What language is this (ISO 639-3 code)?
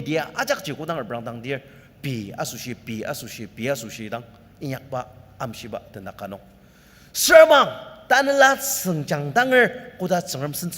njo